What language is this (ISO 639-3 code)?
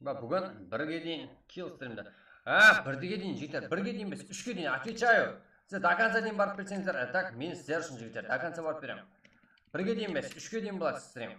kaa